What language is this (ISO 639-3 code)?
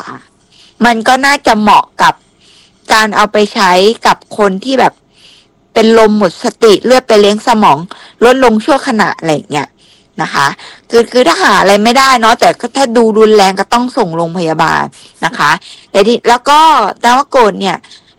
tha